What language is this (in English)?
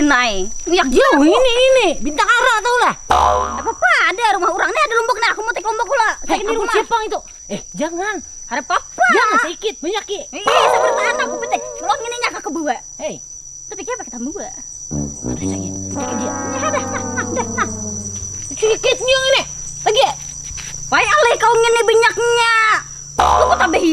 Banjar